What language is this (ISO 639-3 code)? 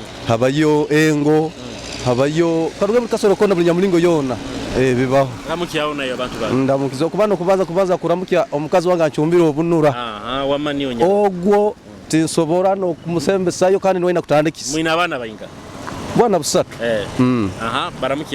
nyo